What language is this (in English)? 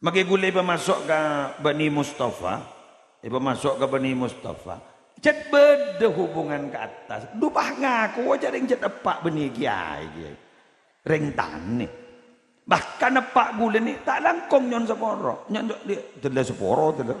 Madurese